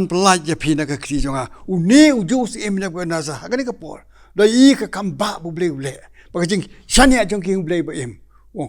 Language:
Khasi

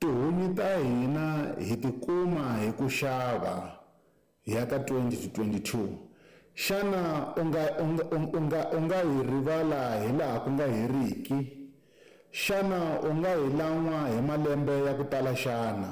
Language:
Tsonga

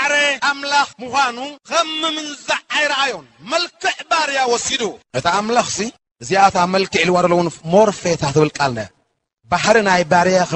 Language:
Tigrinya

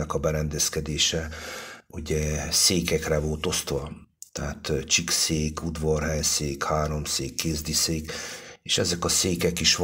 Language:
Hungarian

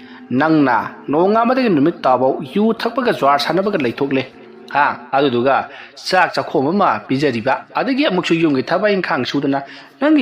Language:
Manipuri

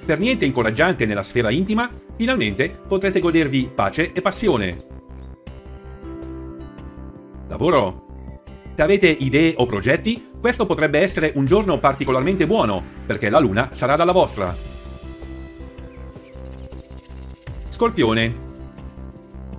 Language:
Italian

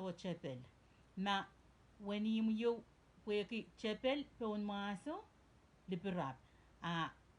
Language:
Pohnpeian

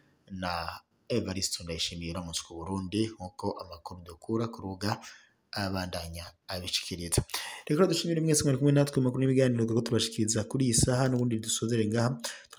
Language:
Rundi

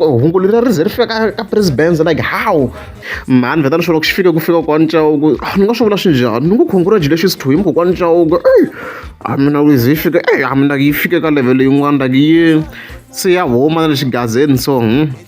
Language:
Tsonga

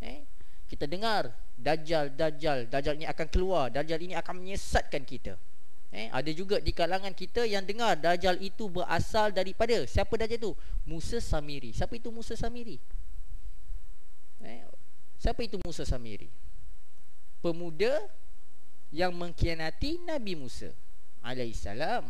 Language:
Malay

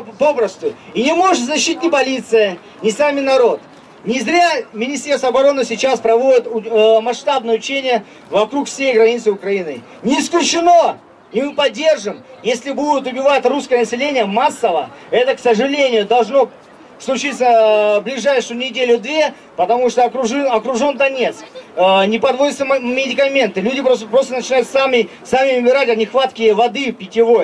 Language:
Russian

